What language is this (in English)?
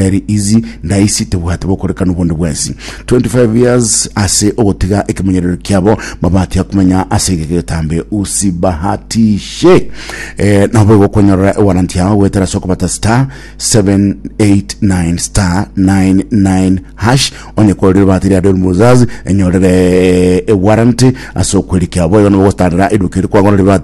Gusii